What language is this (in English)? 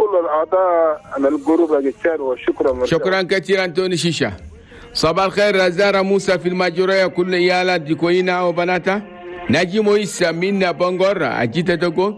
Chadian Arabic